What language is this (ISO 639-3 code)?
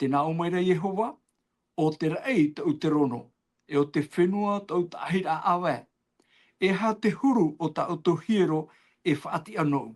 tah